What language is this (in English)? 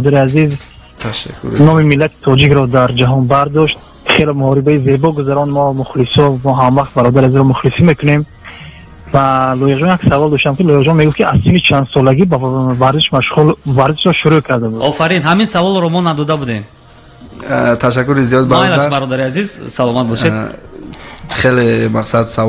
Tajik